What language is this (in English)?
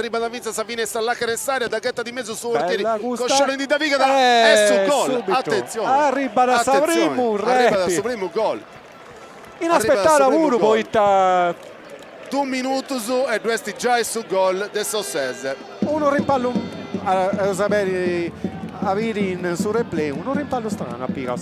Sardinian